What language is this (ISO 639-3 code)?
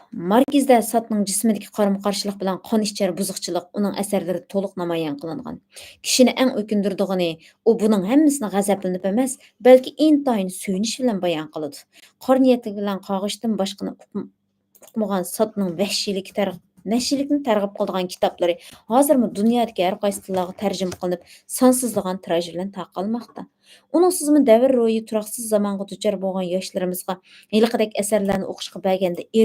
uig